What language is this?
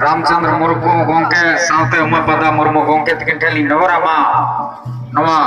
Santali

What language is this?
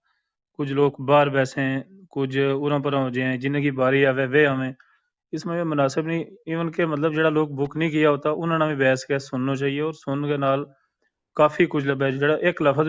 Gujari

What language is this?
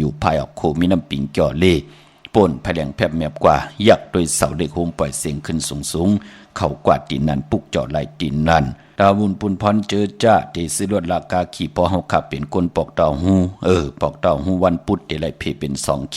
Shan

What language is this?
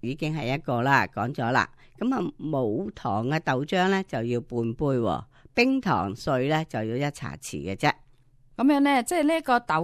Cantonese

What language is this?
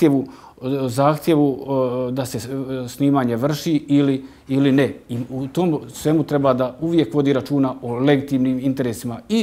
Bosnian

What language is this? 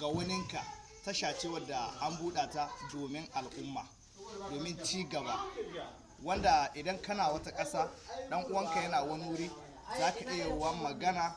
Hausa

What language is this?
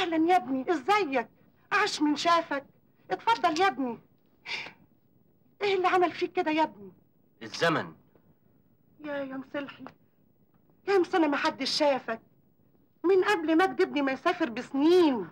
Egyptian Arabic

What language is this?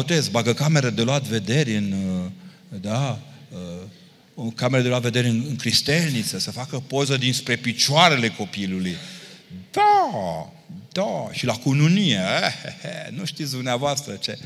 Romanian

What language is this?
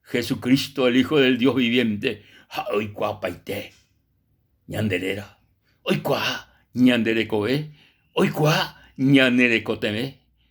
Guarani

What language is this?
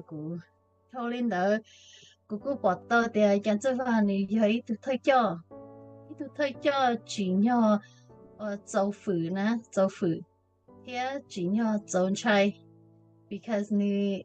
Hmong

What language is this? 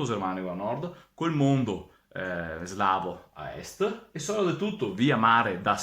Venetian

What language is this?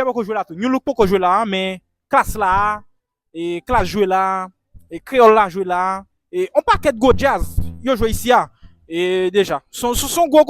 Haitian Creole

